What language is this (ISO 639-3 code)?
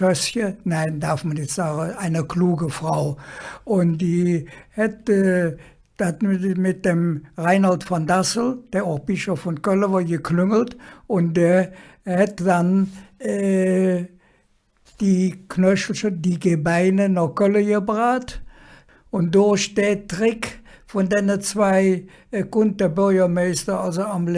ksh